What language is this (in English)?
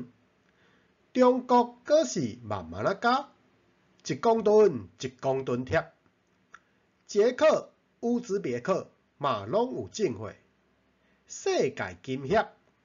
Min Nan Chinese